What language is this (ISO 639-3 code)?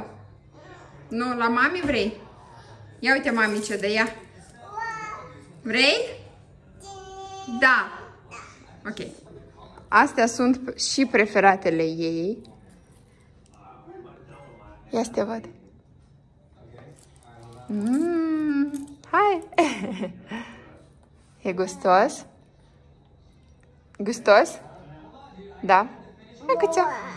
ron